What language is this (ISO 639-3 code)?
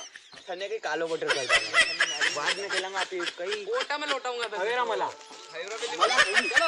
raj